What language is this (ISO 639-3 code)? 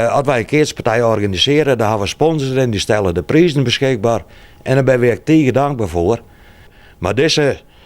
fry